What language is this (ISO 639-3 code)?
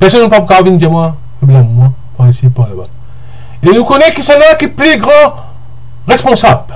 mfe